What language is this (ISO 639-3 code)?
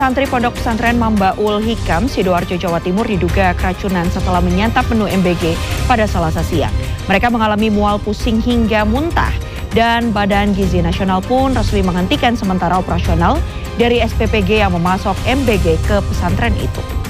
ind